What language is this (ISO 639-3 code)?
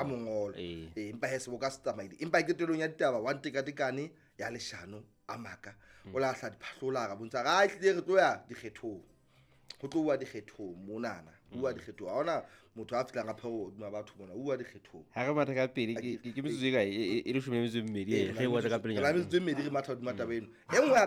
sot